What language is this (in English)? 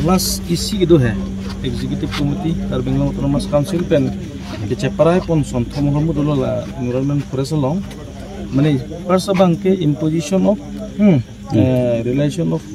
Karbi